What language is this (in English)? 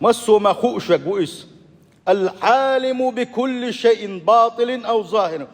Chechen